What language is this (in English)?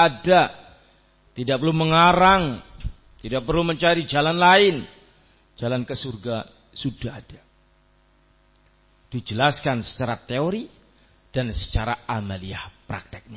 Indonesian